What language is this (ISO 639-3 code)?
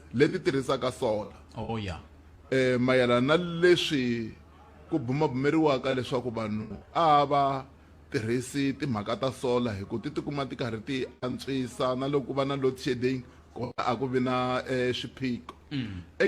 tso